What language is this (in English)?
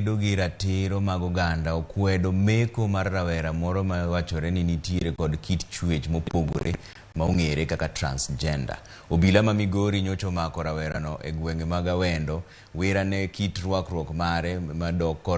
Luo (Kenya and Tanzania)